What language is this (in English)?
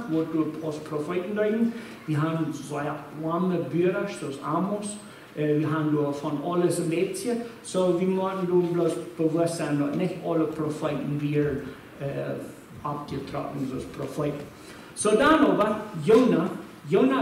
Plautdietsch